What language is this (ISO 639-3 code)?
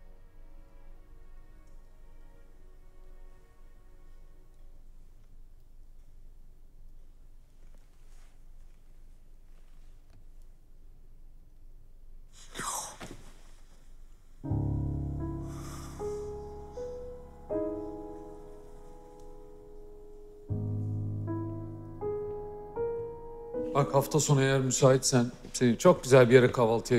tur